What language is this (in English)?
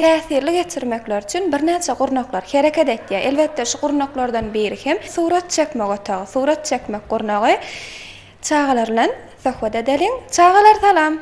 Turkmen